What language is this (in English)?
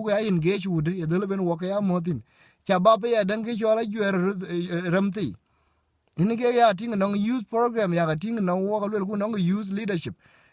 Dinka